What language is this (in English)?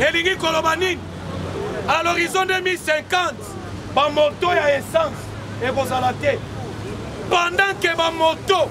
Lingala